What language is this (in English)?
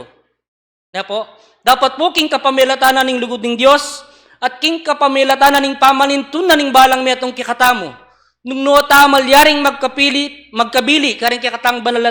Pampanga